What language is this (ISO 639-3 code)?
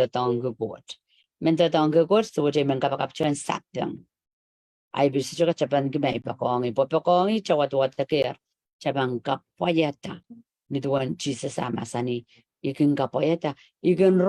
pon